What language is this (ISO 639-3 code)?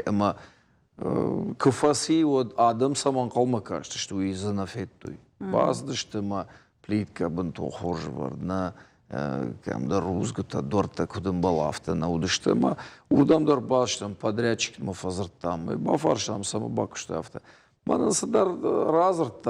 oss